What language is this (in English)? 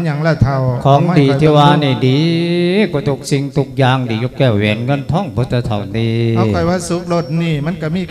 Lao